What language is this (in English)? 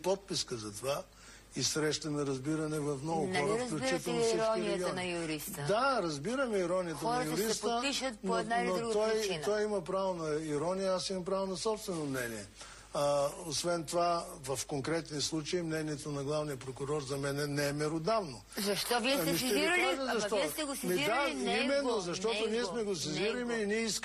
Bulgarian